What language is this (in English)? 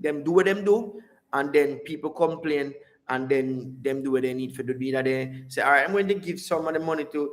Jamaican Creole English